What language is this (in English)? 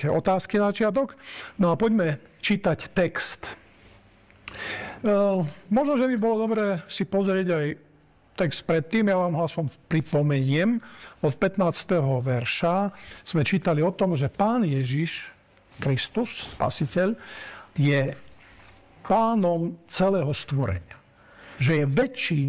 Slovak